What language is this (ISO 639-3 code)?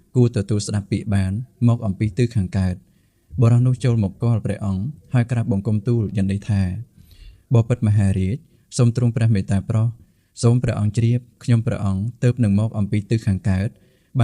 khm